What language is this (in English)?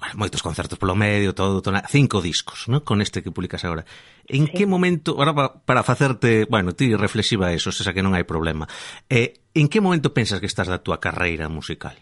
Galician